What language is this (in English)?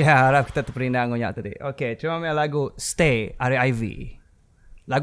Iban